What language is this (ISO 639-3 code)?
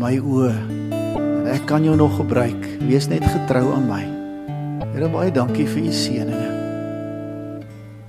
afr